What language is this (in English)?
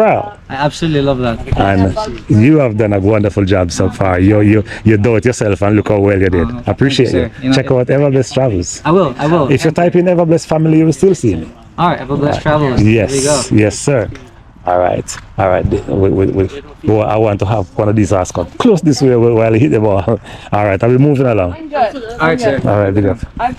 Jamaican Creole English